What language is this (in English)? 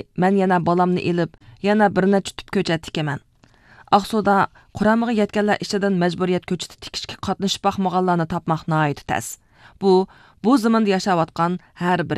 Uyghur